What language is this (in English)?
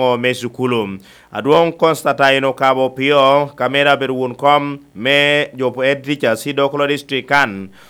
Lango (Uganda)